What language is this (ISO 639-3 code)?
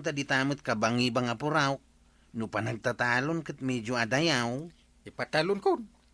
ilo